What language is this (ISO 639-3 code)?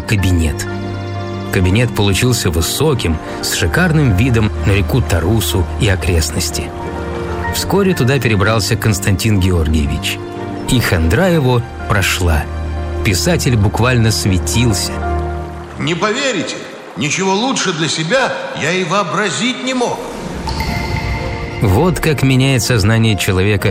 rus